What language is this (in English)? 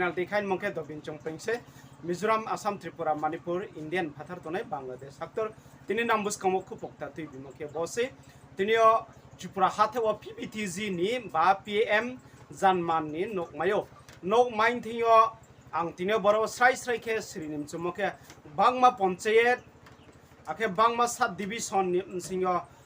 Riang (India)